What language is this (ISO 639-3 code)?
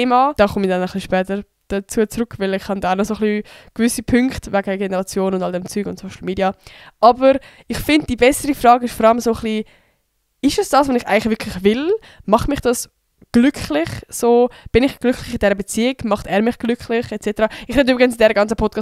gsw